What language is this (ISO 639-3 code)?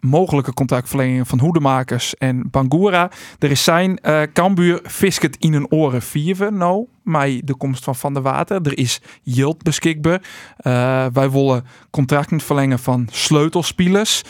fry